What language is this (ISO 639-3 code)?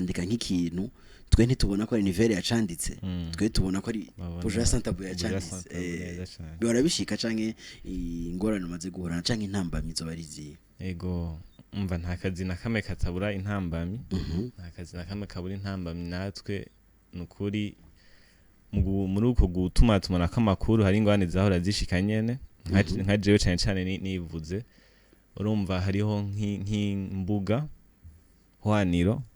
run